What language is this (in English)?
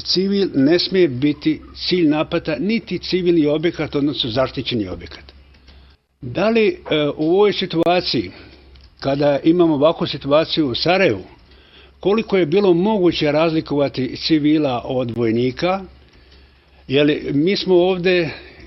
Bosnian